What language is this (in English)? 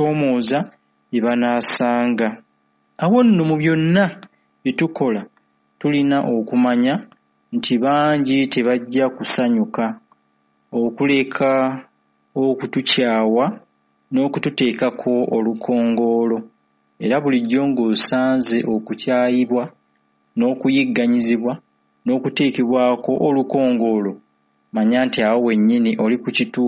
Ganda